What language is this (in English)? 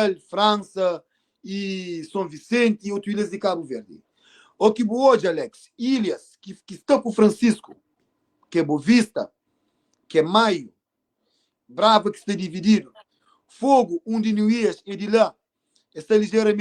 Kabuverdianu